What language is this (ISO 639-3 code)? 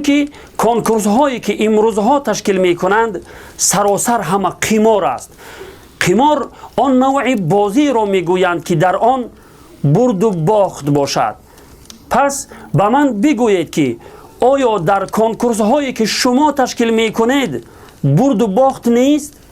tgk